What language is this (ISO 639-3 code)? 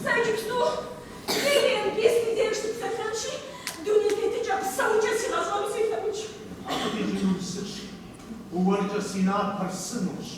kbd